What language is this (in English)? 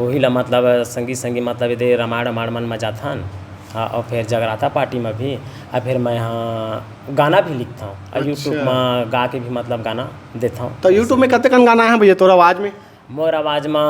Chhattisgarhi